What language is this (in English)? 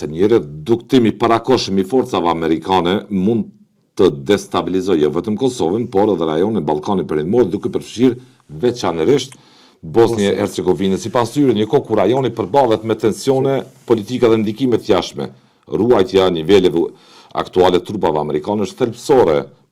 Albanian